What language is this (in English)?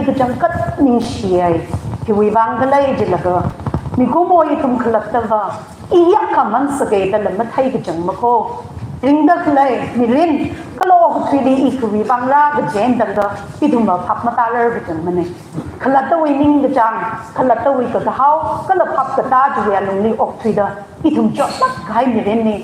Tangkhul Naga (India)